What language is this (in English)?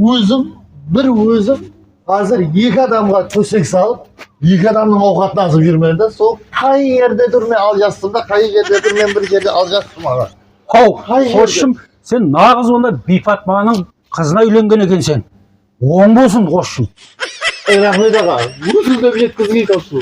Kara-Kalpak